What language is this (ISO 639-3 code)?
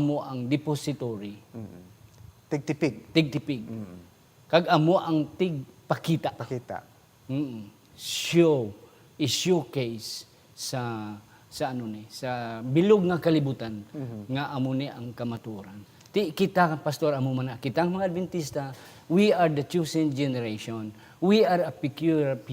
hil